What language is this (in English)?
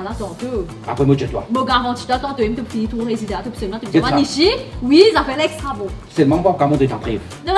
Morisyen